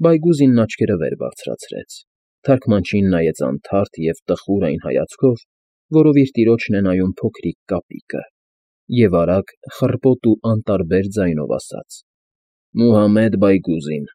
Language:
Armenian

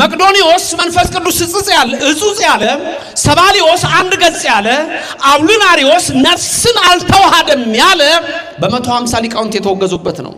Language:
Amharic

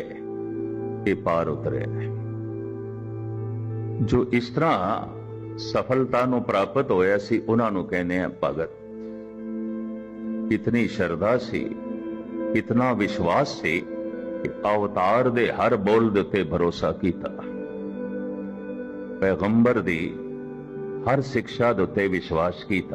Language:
Punjabi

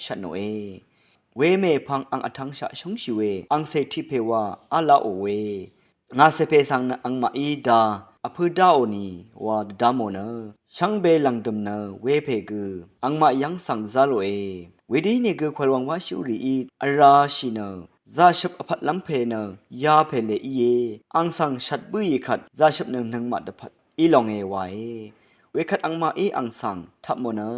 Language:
Rawang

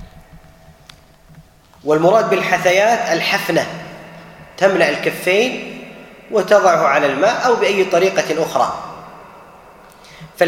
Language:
Arabic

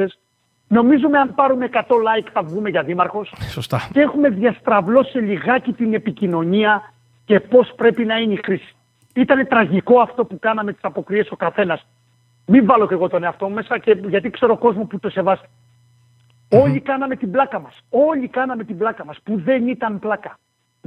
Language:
Greek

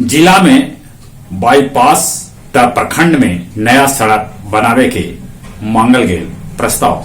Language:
Magahi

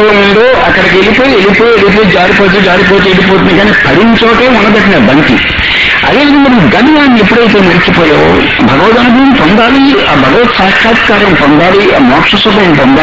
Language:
Telugu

